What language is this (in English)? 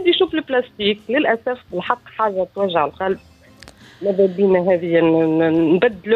Tunisian Arabic